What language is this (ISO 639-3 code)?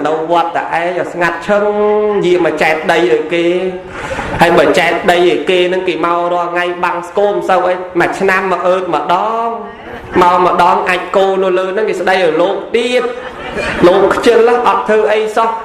khm